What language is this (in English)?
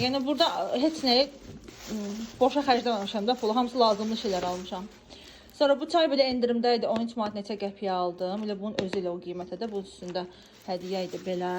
Azerbaijani